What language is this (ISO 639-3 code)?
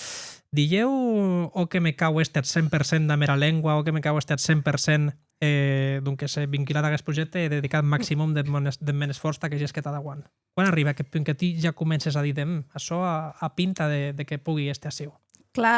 oci